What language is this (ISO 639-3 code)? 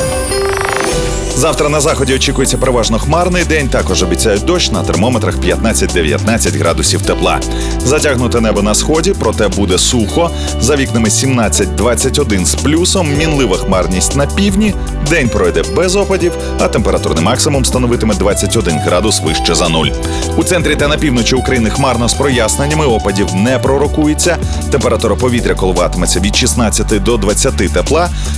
ukr